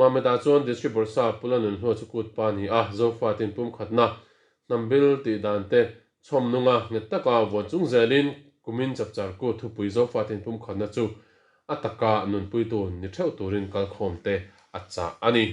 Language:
Mizo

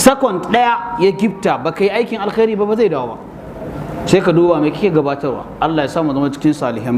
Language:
Hausa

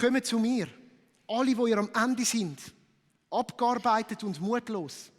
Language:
Swiss German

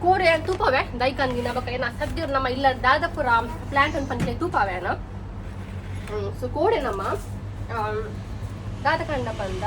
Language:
Tulu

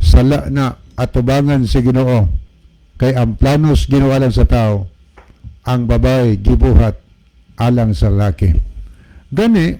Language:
Cebuano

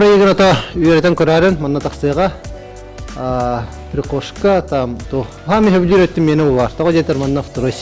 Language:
Yakut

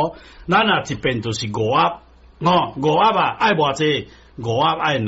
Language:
Min Nan Chinese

